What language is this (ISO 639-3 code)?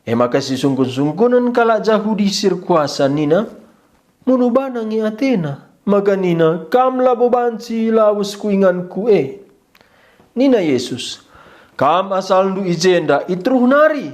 btx